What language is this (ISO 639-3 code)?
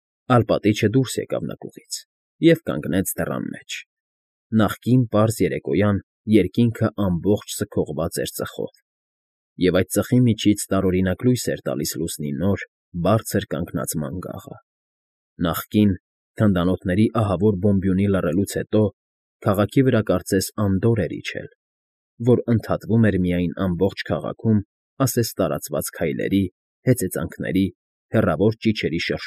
hye